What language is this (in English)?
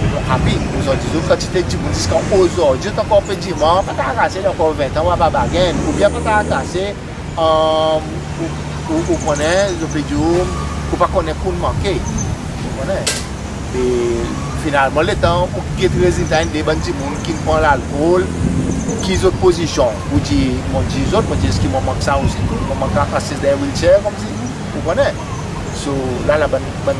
Seselwa Creole French